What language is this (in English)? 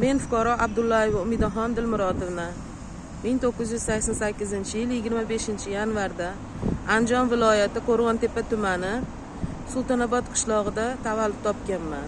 Uzbek